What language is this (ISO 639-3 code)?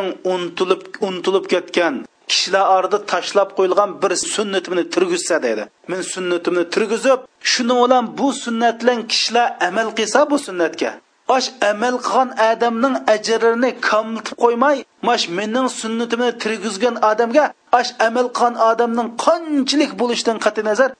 uig